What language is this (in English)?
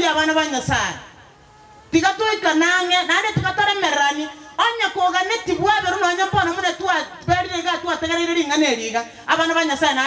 Gusii